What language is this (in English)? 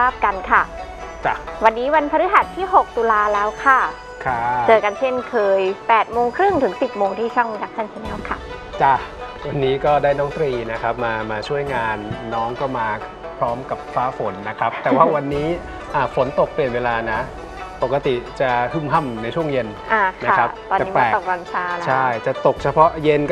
Thai